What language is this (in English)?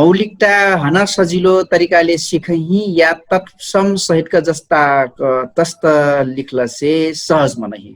Dangaura Tharu